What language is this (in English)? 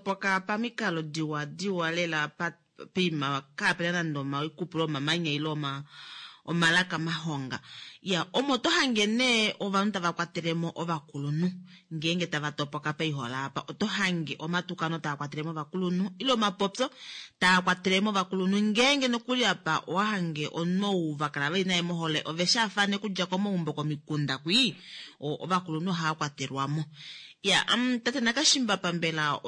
Kuanyama